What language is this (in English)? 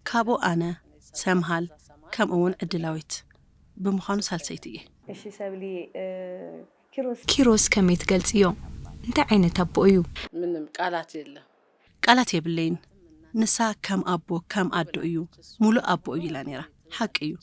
Tigrinya